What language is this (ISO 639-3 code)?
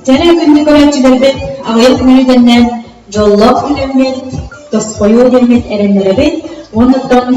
sah